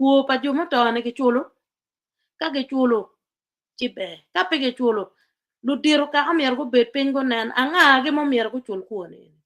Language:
Acoli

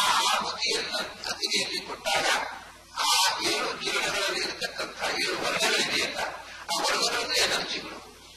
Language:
Kannada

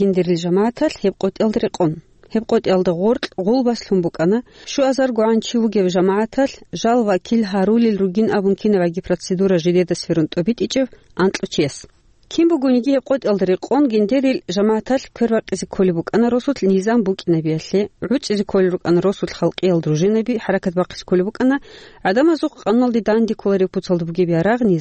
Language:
Avaric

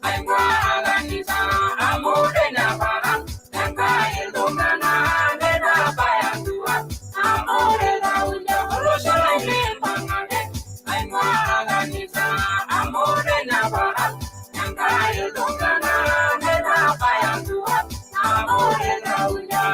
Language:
Masai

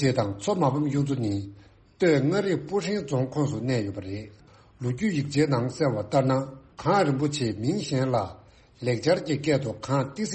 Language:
Tibetan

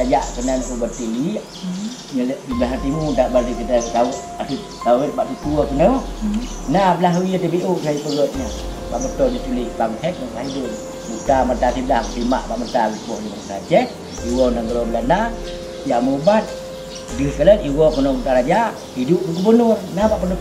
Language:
Achinese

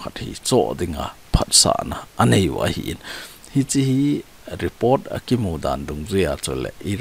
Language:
Thado Chin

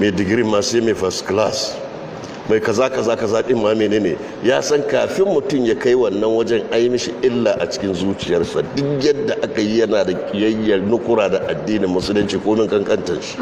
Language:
Hausa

